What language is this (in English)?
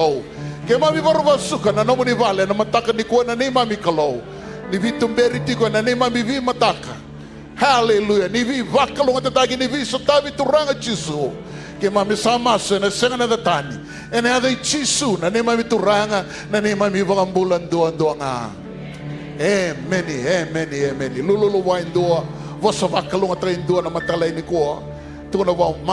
Fijian